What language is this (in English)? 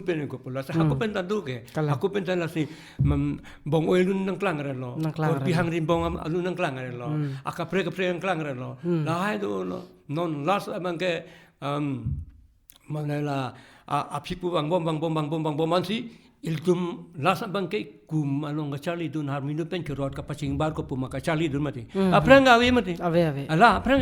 Karbi